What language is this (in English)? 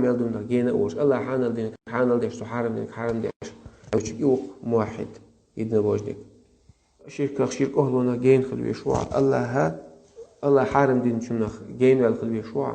Chechen